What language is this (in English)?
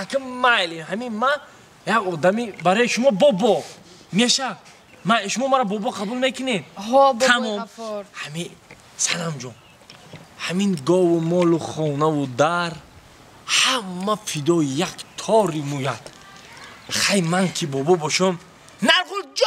Tajik